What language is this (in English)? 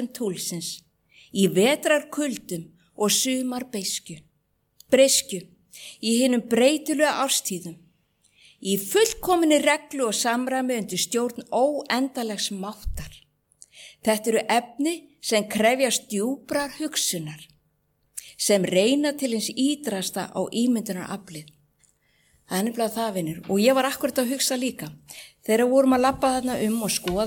Icelandic